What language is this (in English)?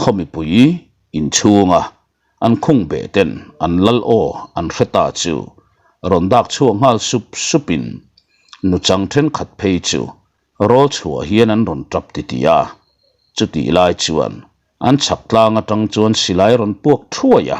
Mizo